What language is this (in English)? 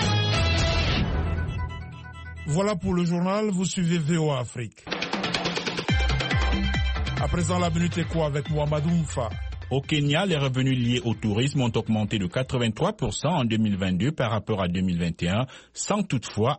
French